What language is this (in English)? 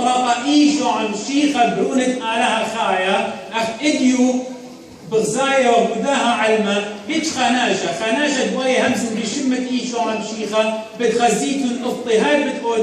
Assyrian Neo-Aramaic